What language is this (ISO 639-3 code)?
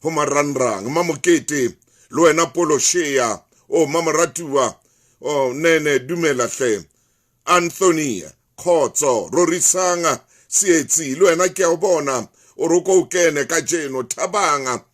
sot